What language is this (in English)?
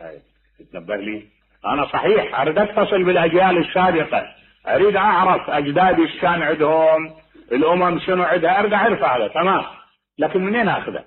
Mesopotamian Arabic